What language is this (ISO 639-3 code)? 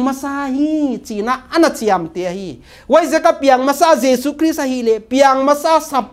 pck